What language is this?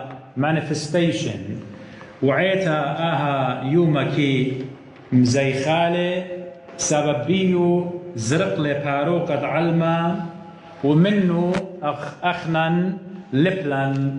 Assyrian Neo-Aramaic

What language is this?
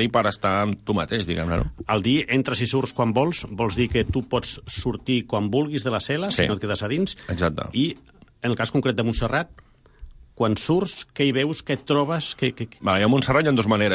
Catalan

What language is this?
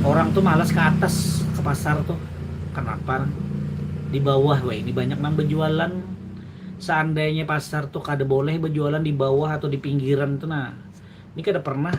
Banjar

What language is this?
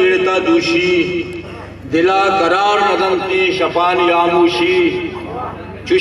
Eastern Balochi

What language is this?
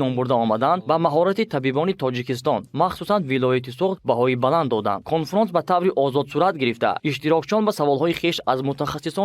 Tajik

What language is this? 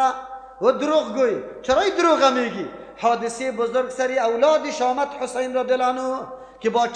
Persian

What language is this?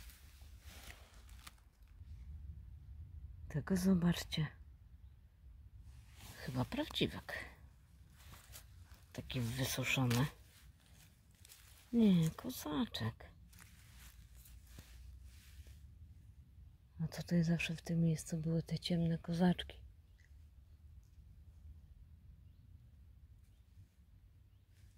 Polish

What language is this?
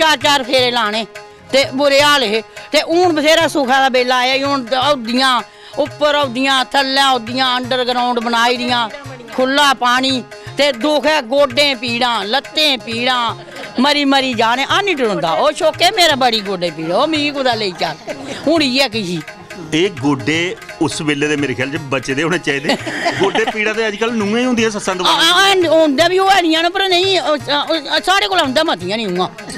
Dogri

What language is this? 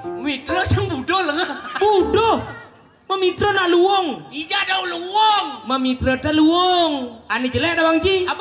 Balinese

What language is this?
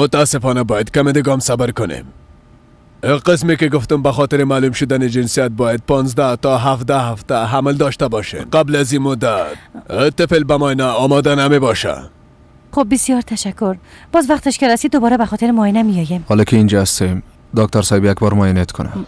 Persian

